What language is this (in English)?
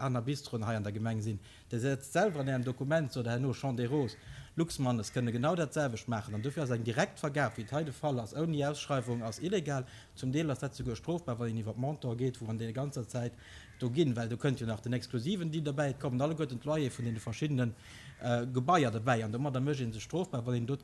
Luxembourgish